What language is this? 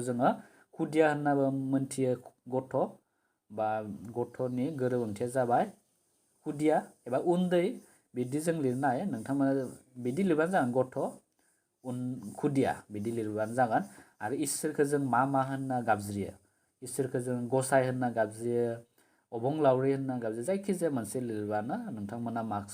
Bodo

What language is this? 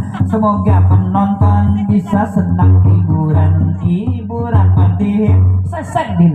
Banjar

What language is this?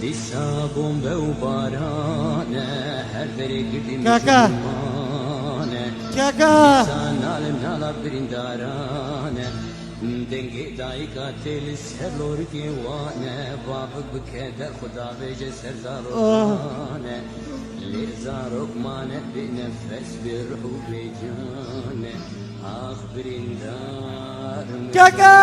Kurdish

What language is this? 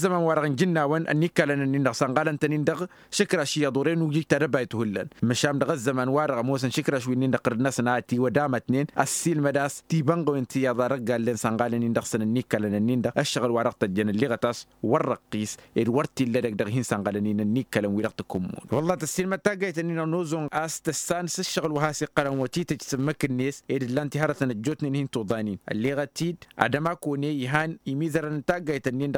Tamasheq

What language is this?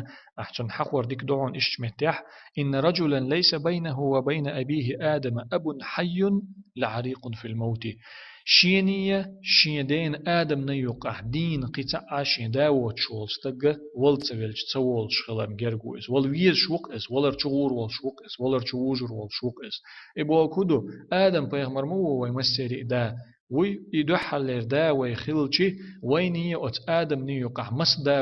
Chechen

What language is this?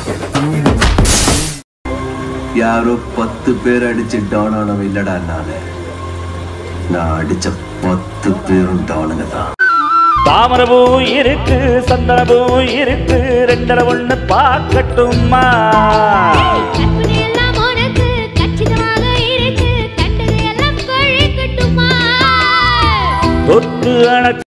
Tamil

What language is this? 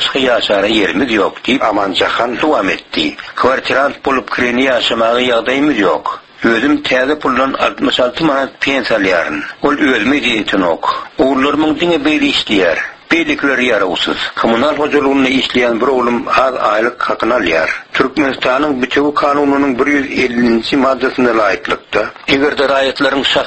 Turkmen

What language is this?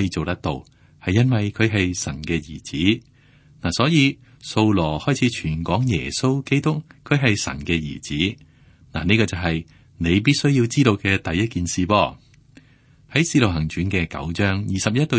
Cantonese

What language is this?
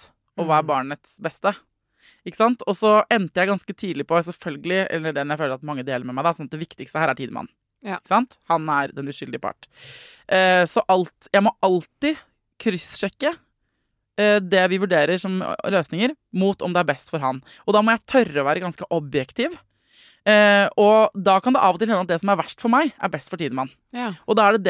Norwegian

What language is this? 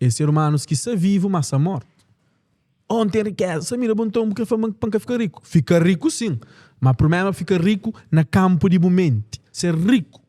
Kabuverdianu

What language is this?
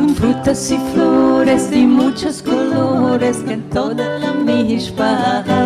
Ladino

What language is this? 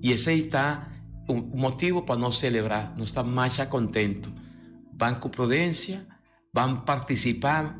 Papiamento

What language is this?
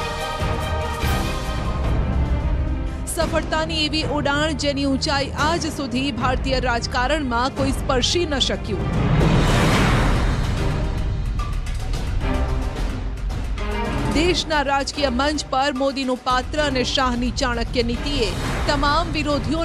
Gujarati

